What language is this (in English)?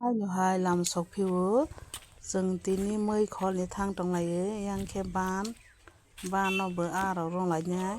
Kok Borok